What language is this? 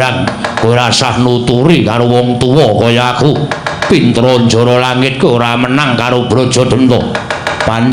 Javanese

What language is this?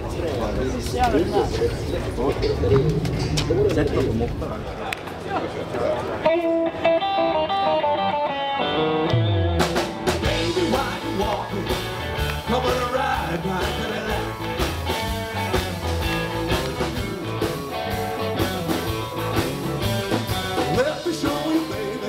Swedish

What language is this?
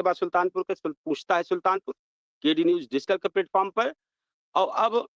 Awadhi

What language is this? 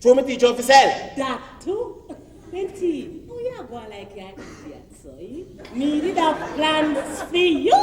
Jamaican Creole English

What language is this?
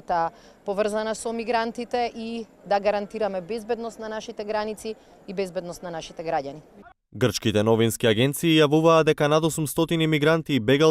Macedonian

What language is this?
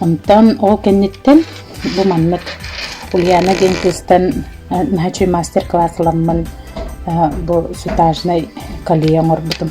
Yakut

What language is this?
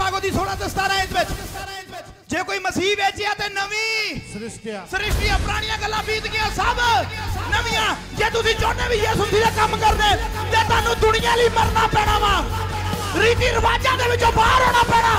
Punjabi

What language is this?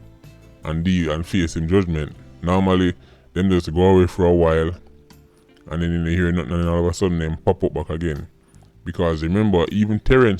Jamaican Creole English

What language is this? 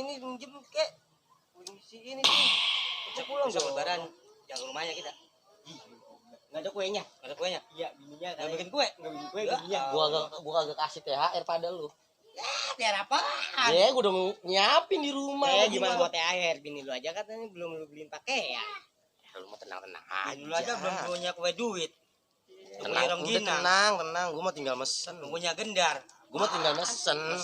Betawi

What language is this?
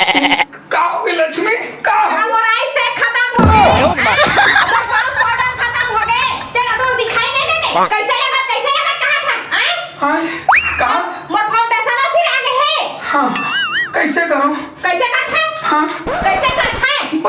Chhattisgarhi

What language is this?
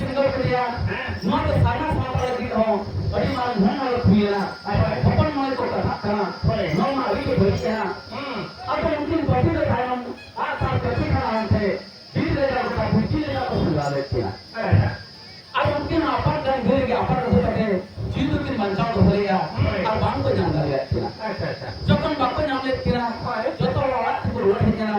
Santali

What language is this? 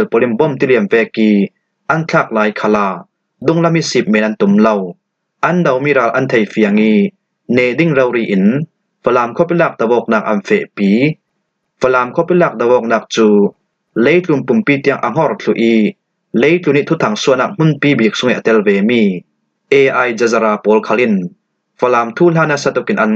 Falam Chin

